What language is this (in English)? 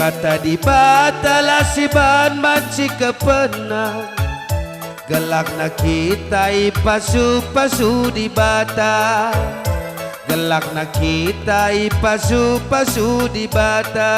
Batak Karo